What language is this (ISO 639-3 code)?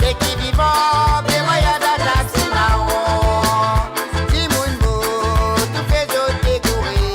mfe